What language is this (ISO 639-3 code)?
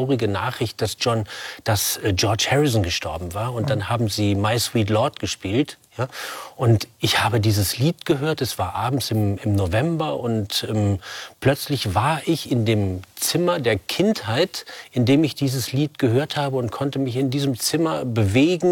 deu